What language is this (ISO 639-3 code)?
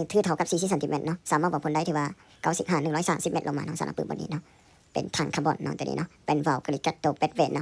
lao